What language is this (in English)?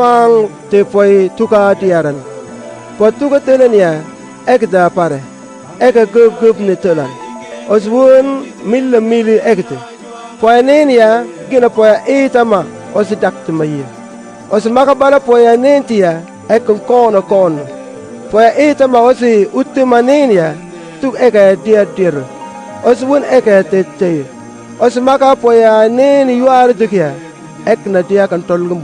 Mabaan